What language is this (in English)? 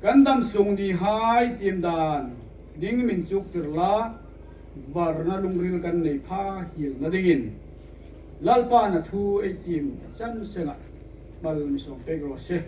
Hmar